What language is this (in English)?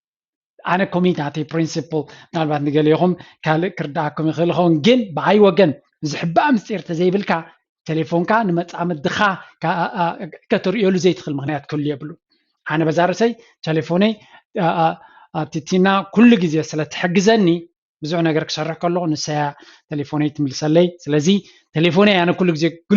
Tigrinya